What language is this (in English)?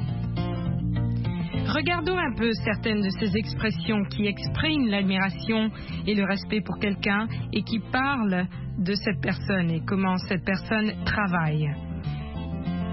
French